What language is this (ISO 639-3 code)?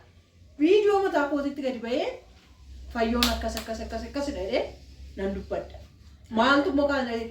orm